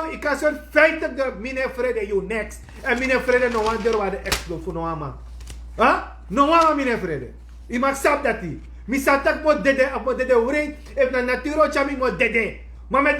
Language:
Sranan Tongo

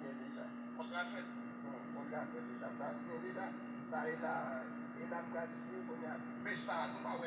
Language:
Haitian Creole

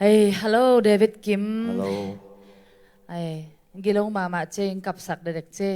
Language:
Tedim Chin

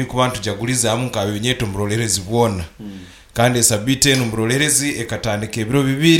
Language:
Nyoro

